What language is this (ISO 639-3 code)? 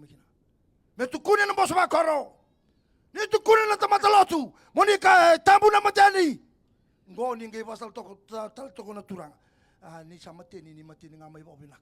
fij